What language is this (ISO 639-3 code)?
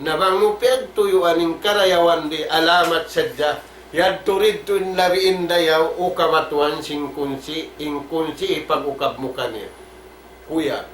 tsg